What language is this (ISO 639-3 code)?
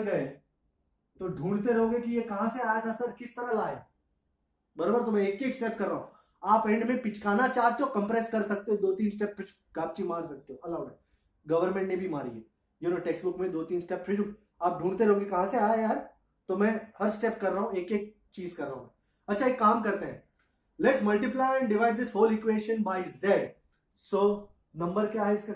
hin